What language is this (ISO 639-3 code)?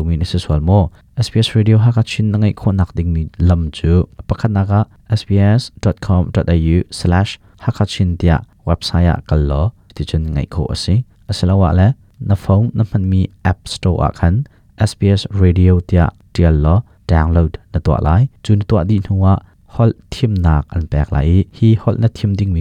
cnh